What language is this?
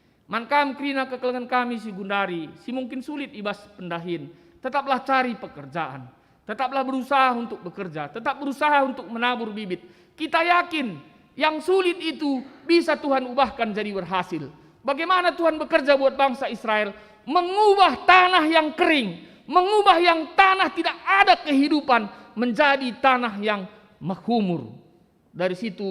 Batak Karo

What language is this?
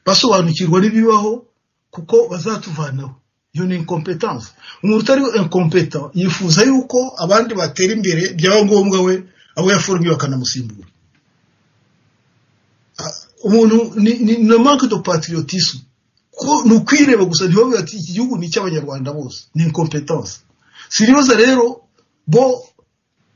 Kinyarwanda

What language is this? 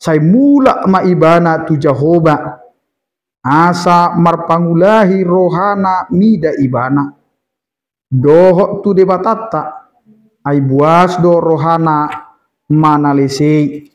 Batak Toba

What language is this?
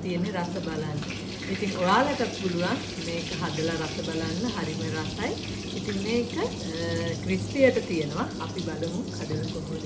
Sinhala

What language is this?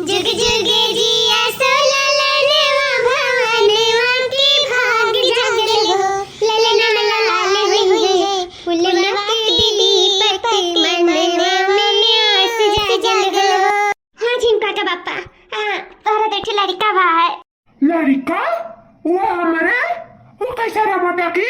Awadhi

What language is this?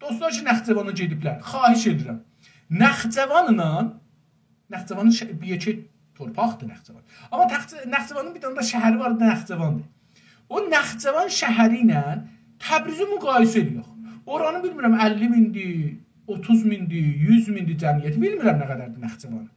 South Azerbaijani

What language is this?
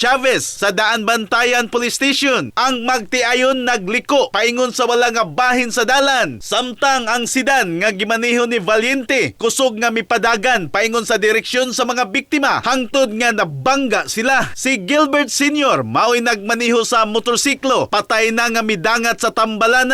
Cebuano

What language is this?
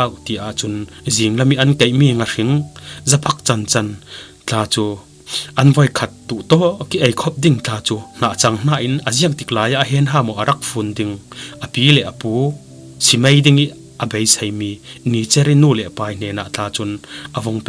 Falam Chin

